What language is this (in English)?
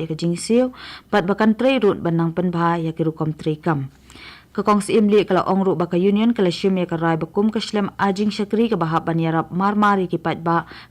Khasi